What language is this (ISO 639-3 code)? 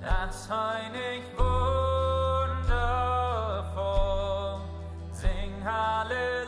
pdt